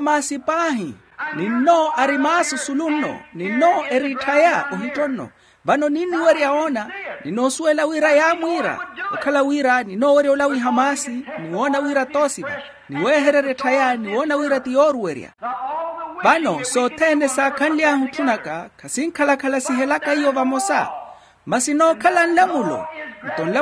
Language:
Makhuwa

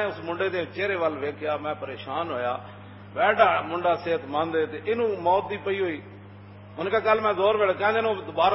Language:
Western Panjabi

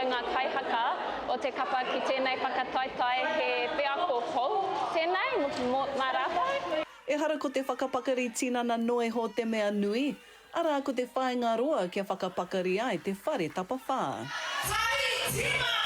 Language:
Māori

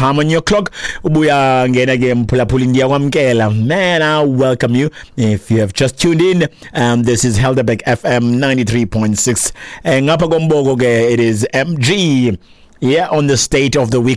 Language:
Xhosa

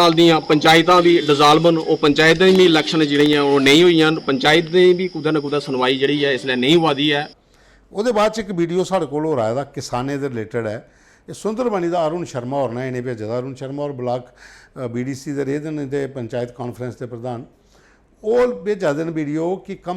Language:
Dogri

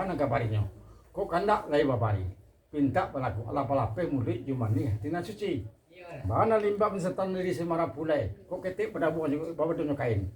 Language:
Minangkabau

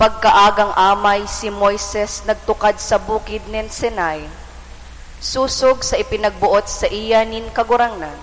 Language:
Bikol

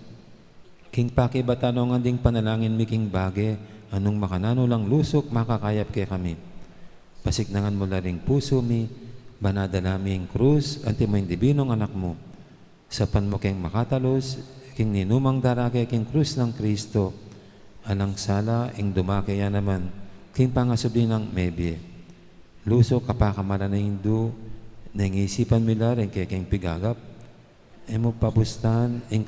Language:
Pampanga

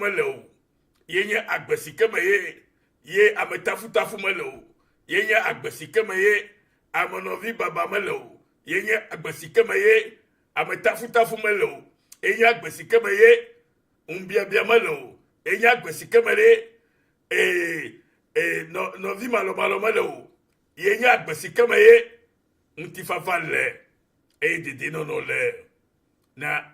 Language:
Ewe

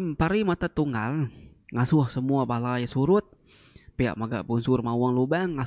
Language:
Iban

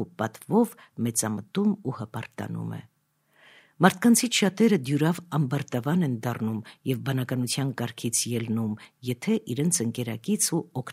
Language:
Armenian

